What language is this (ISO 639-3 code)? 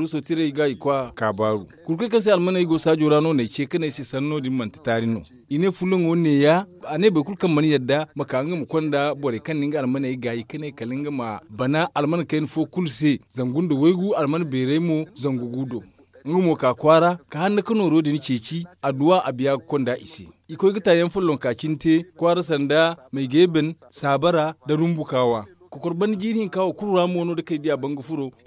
dje